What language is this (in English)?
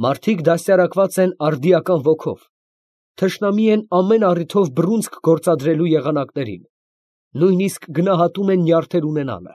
Armenian